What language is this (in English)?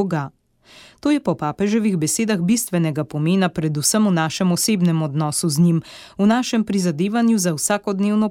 Slovenian